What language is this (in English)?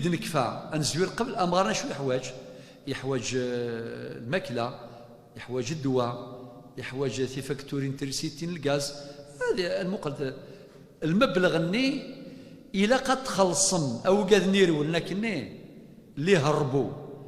Kabyle